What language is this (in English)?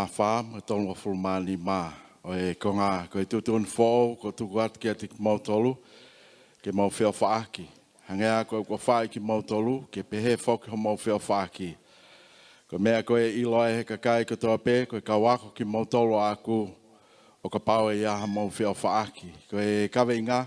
Tongan